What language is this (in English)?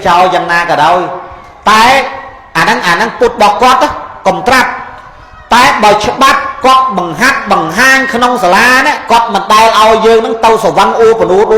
Khmer